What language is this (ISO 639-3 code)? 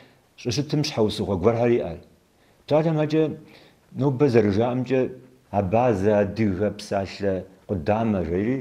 kbd